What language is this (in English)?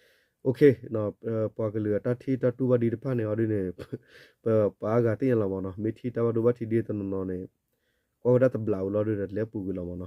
S'gaw Karen